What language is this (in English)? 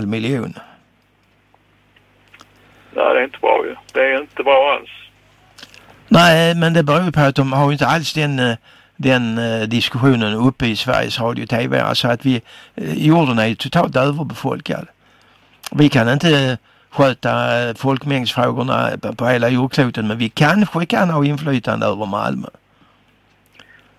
Swedish